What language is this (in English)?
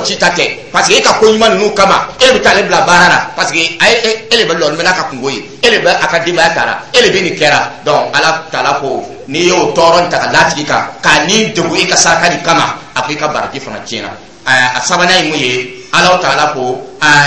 Dyula